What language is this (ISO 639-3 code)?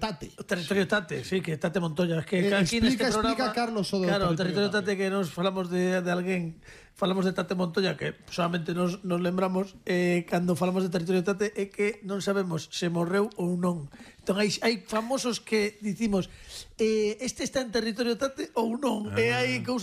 glg